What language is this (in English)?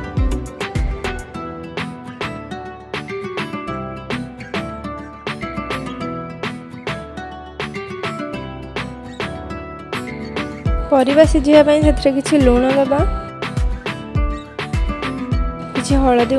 Odia